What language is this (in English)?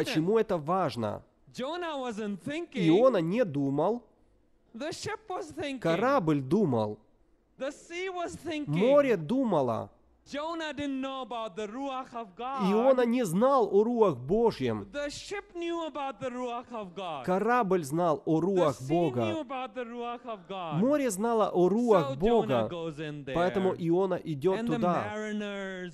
Russian